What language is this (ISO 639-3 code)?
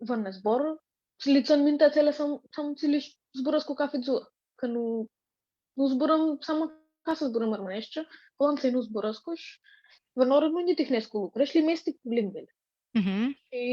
rup